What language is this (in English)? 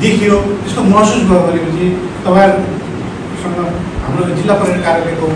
Nepali